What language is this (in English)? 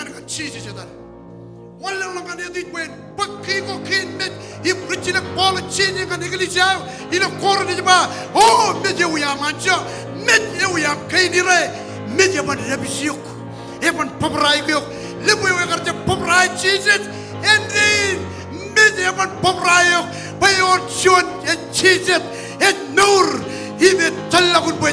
Marshallese